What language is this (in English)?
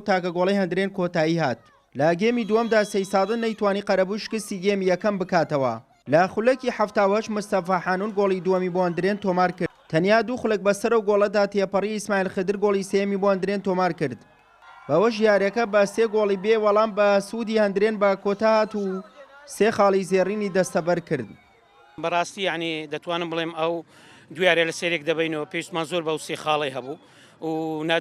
Central Kurdish